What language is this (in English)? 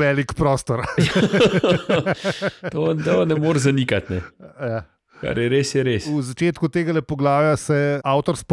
Slovenian